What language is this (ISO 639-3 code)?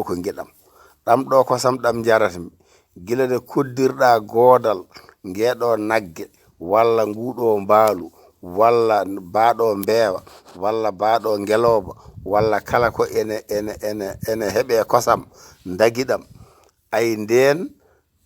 ful